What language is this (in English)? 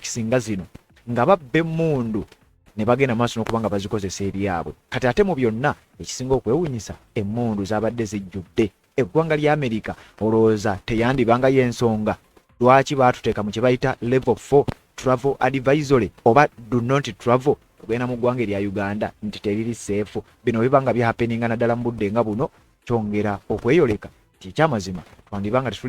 Ganda